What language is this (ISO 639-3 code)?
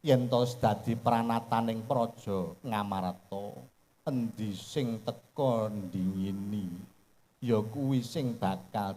jav